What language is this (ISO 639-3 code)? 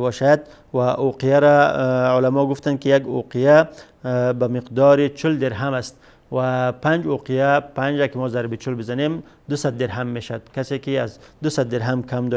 fas